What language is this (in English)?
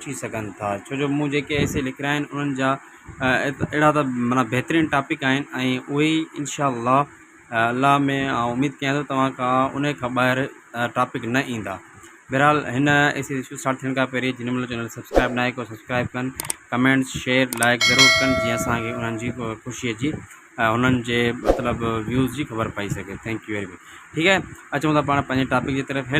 Sindhi